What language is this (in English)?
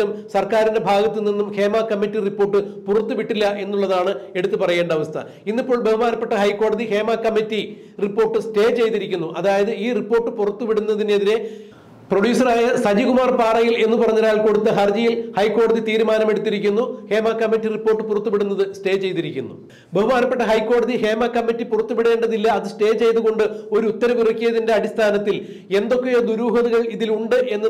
Malayalam